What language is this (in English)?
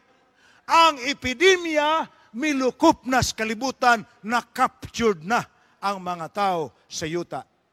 Cebuano